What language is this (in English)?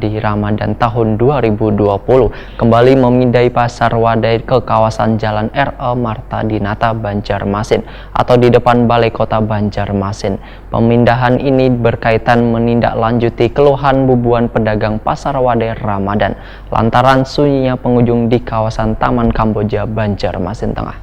Banjar